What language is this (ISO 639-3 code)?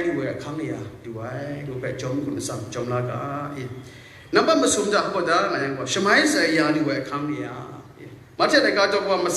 kac